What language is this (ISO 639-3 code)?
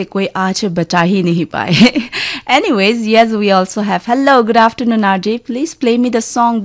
nag